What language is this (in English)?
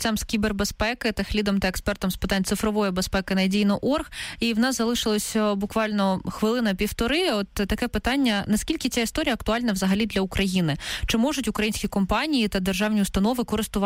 Ukrainian